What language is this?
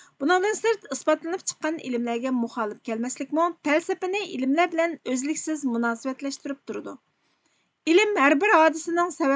Uyghur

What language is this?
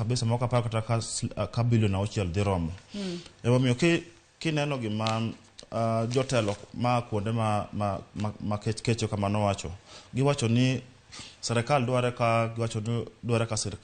Luo (Kenya and Tanzania)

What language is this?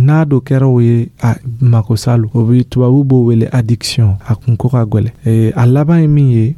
Dyula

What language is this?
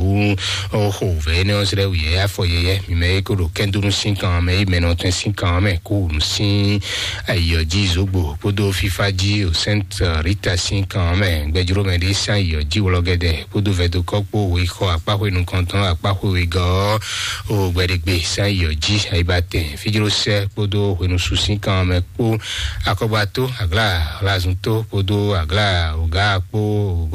Fon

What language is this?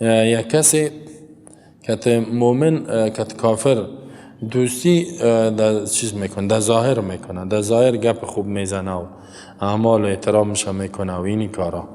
Persian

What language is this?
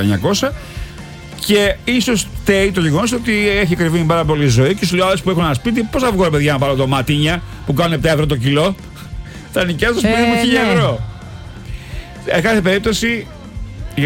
Greek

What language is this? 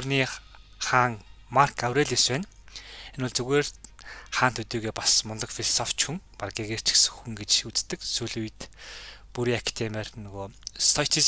Mongolian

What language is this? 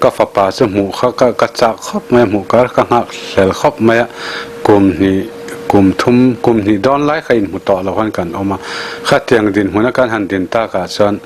Mizo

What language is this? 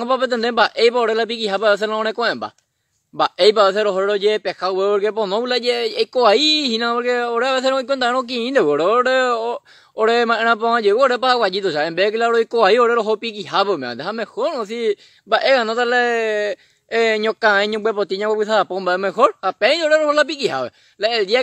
Guarani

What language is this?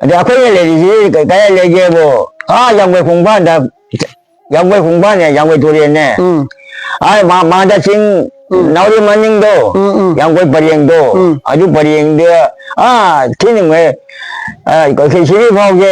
Manipuri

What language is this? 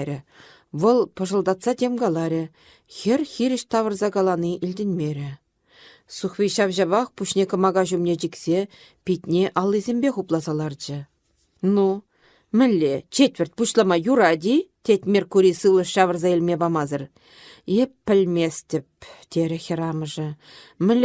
Chuvash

